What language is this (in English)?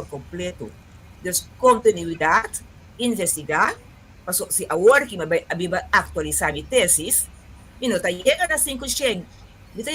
Papiamento